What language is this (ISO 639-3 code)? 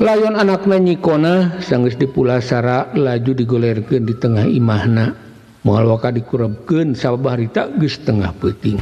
sun